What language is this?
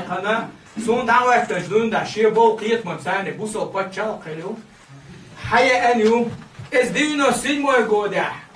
Chechen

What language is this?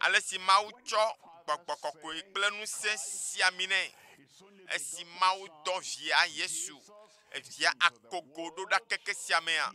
Ewe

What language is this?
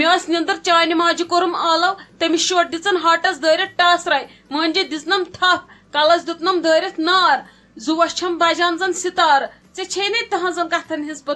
Kashmiri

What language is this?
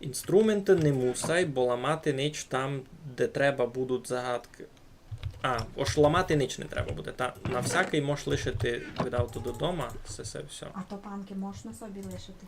Rusyn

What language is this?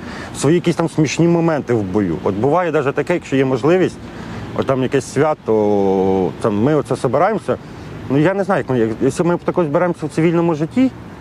Ukrainian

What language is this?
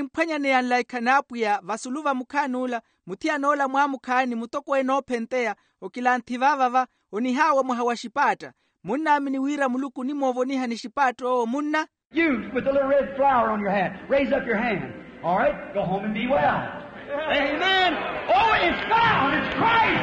Makhuwa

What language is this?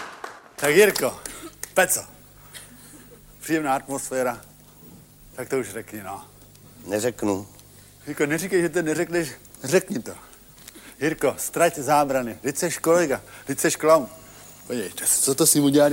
Czech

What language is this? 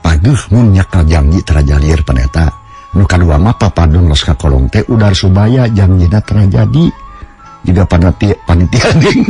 Sundanese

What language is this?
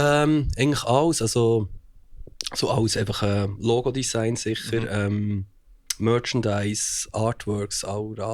Swiss German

